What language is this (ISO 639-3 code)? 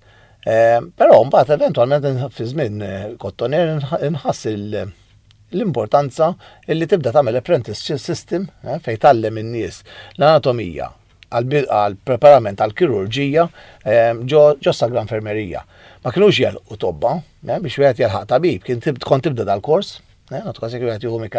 mlt